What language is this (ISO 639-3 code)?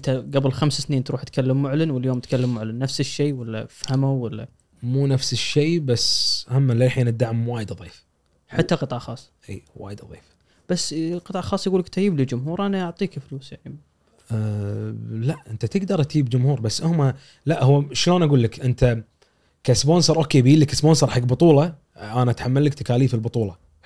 afb